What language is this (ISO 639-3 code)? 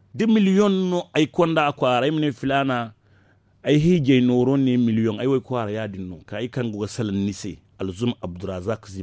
dje